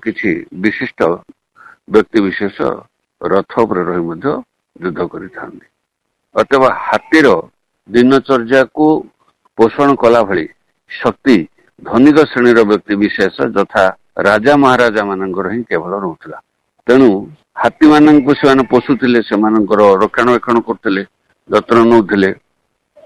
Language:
Odia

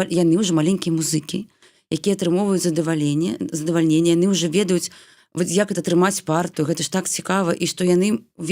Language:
Belarusian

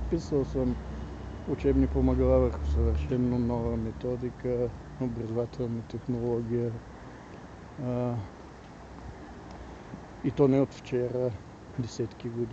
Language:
Bulgarian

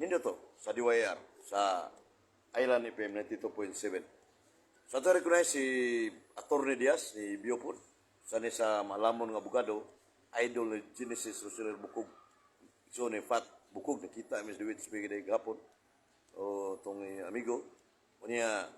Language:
Cebuano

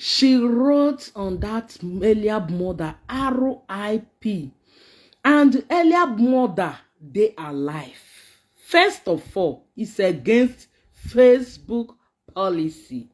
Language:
Nigerian Pidgin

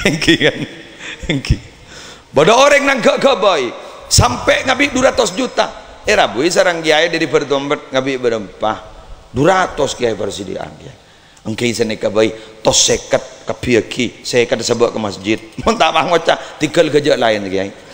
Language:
Madurese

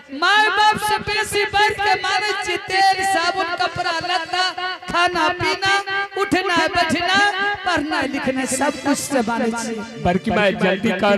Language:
Angika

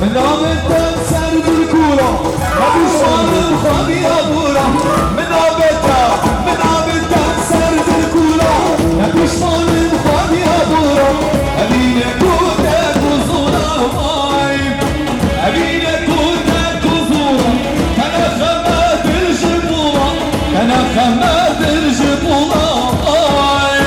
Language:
Kurdish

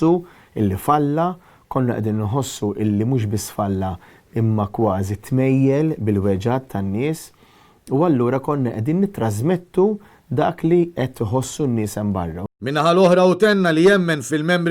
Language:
Maltese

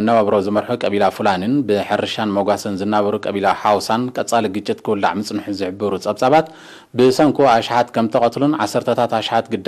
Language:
Tigrinya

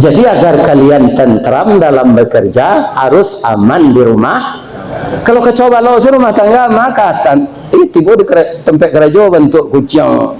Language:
Minangkabau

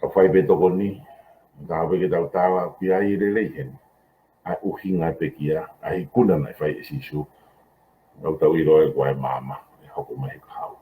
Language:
Tongan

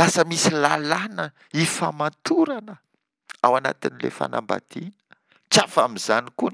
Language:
Malagasy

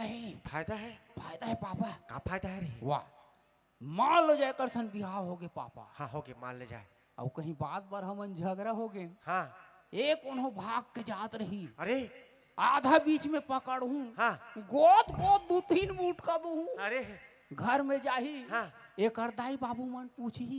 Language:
Chhattisgarhi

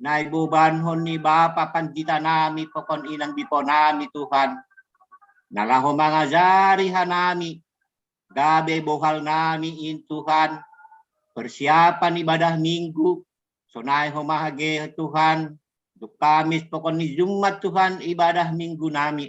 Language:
Batak Simalungun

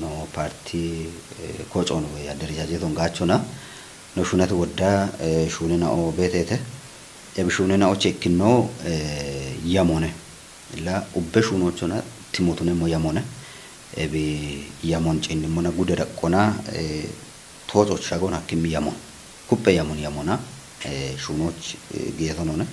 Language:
Kafa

